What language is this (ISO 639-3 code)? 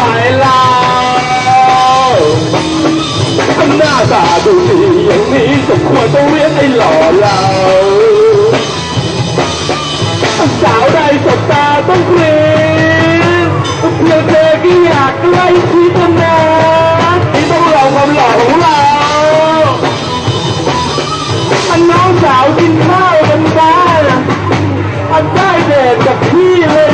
tha